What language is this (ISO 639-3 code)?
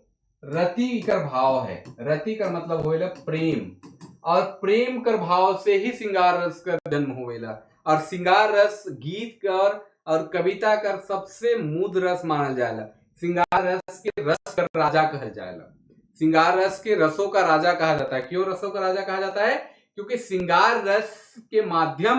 sck